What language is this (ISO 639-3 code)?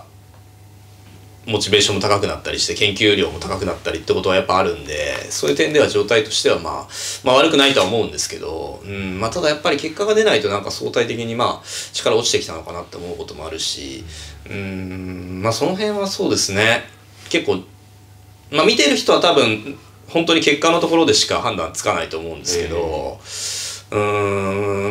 jpn